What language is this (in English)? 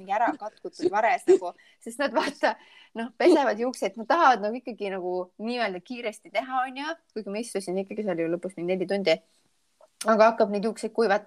Estonian